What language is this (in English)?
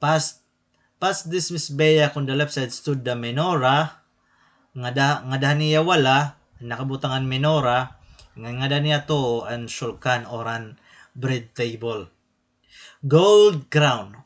Waray